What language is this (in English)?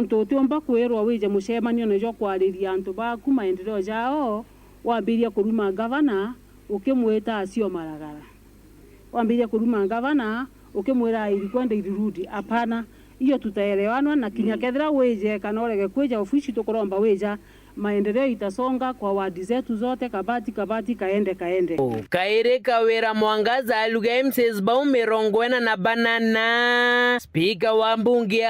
Meru